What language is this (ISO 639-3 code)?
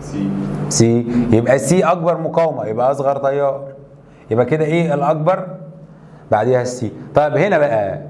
arz